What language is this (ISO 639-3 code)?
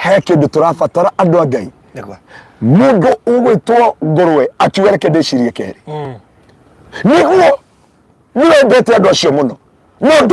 kik